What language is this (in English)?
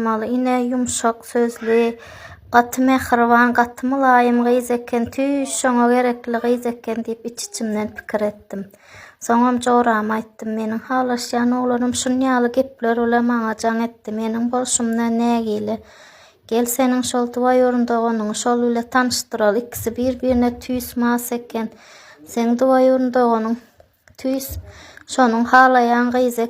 Turkmen